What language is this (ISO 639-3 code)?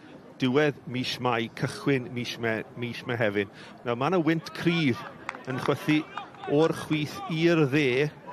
cym